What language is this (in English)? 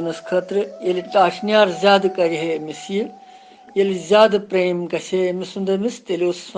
Kashmiri